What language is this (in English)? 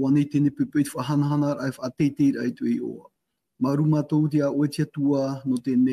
Tahitian